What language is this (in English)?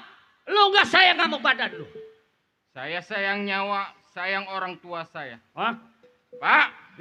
Betawi